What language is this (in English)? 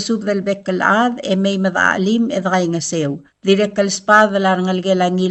Palauan